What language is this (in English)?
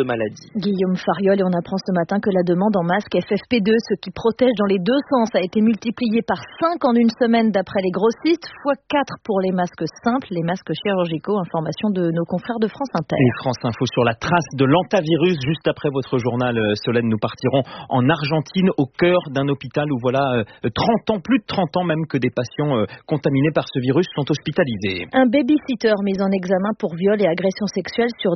French